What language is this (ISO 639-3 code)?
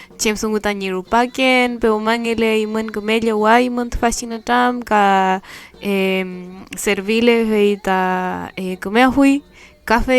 arn